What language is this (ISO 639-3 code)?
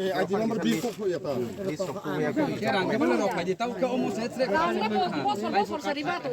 ria